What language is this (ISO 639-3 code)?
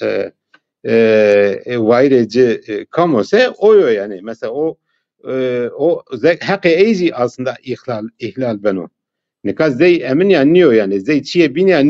zza